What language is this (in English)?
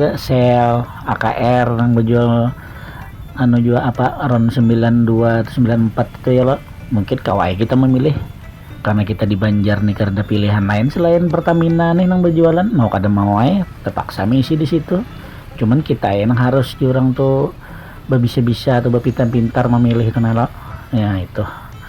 Banjar